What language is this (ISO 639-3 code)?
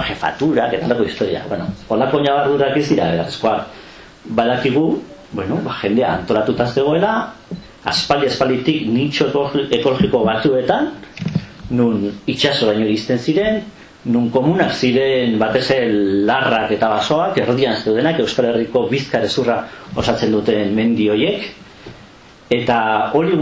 eus